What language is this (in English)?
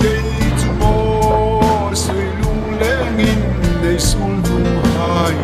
Hmar